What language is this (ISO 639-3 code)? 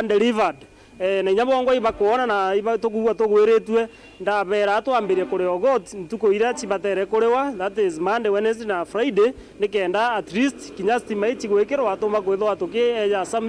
mer